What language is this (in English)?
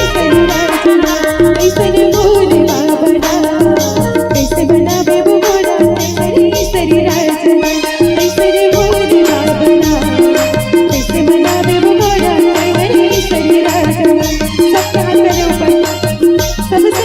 Chhattisgarhi